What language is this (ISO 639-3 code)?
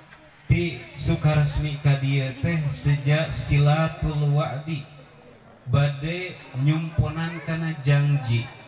sun